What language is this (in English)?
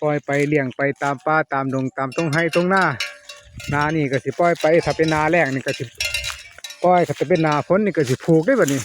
Northeastern Thai